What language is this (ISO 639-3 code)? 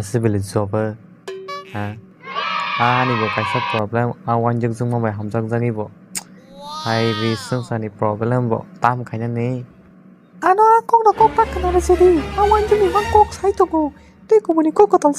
trp